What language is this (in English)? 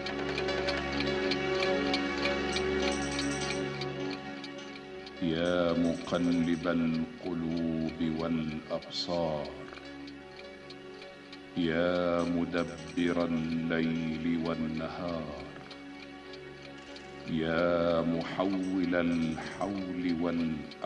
Turkish